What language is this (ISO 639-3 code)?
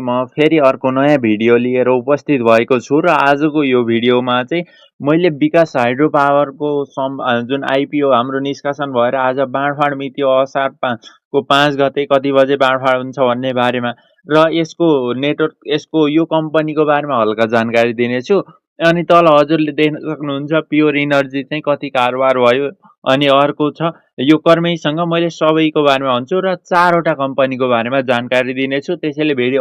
nep